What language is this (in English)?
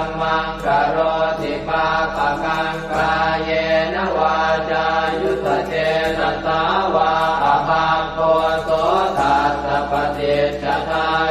Pali